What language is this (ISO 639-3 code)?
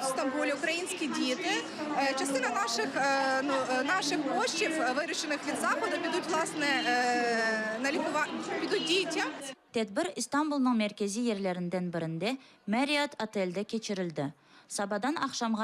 crh